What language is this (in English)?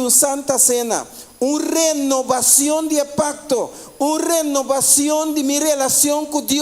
Papiamento